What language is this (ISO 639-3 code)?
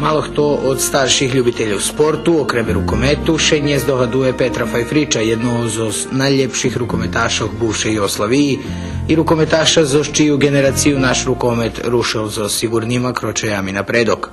rue